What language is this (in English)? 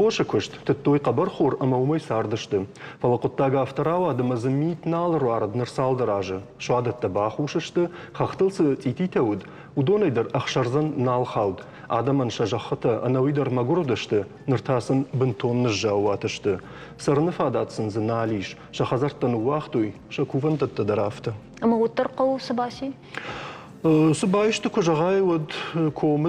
Ossetic